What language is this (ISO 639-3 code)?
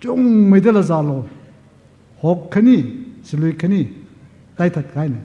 nmf